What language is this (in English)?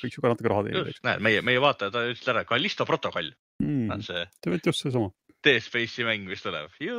Estonian